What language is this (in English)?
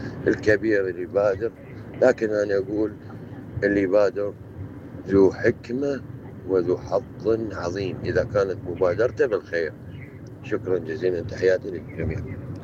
Mesopotamian Arabic